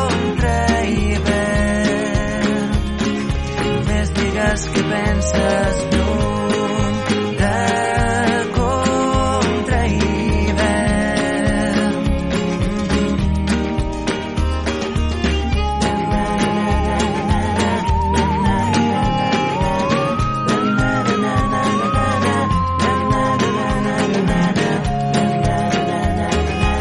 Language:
Catalan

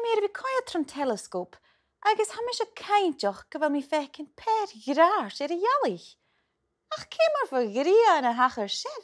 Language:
Scottish Gaelic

